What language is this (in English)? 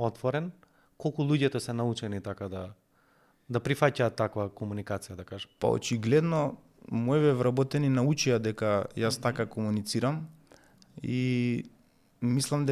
Macedonian